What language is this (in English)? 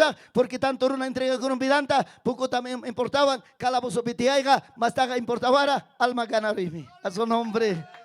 Ayacucho Quechua